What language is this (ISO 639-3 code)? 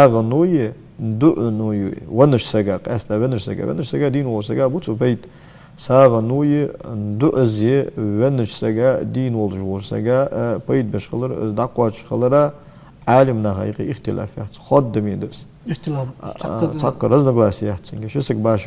inh